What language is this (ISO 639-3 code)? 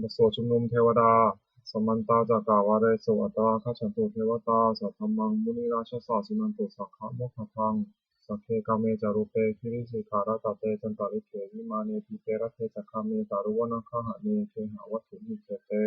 pli